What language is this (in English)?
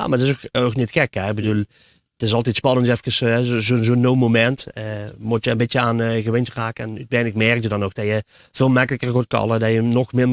Limburgish